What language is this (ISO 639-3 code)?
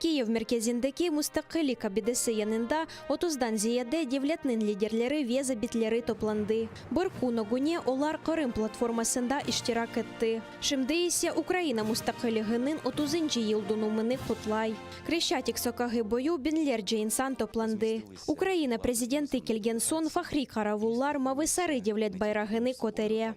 crh